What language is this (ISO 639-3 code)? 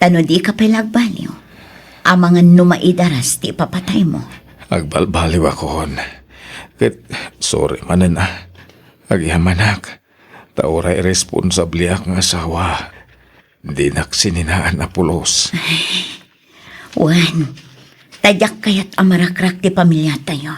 ilo